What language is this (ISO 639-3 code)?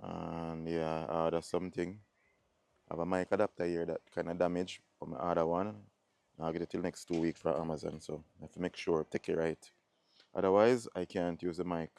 jam